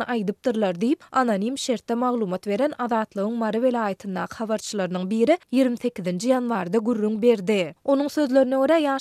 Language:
Turkmen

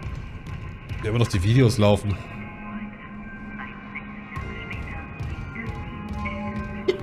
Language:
German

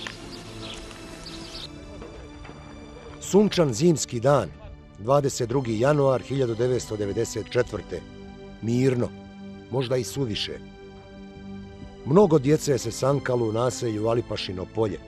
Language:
Bosnian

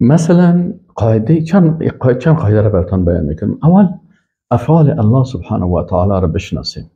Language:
Persian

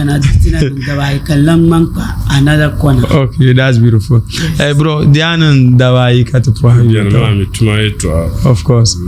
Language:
Dagbani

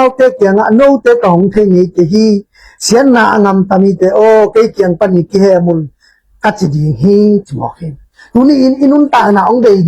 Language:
Tedim Chin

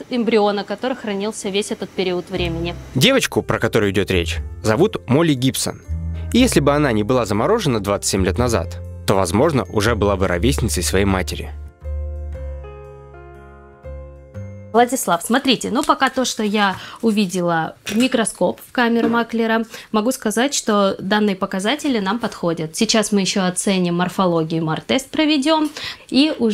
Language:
Russian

